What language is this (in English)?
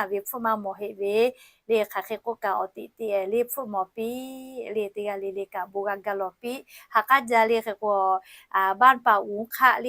Lahu